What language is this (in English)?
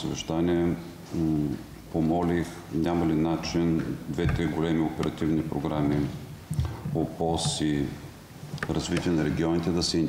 Bulgarian